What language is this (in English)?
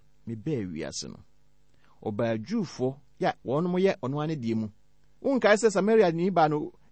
Akan